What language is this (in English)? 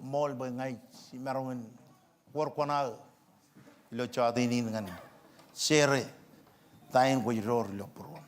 Marshallese